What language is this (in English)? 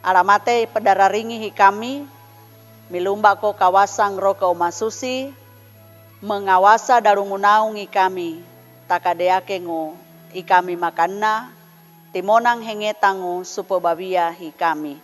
Sangir